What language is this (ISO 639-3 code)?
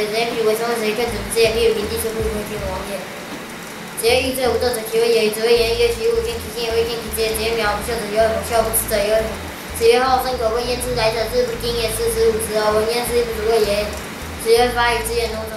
lzh